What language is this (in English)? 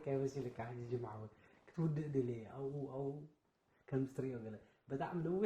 Tigrinya